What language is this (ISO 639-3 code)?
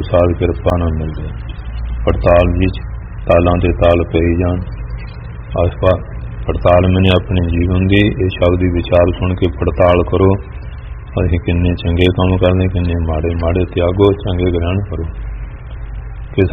pan